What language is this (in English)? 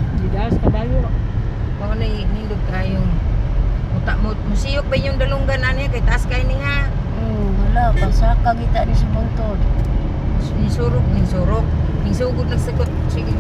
Cebuano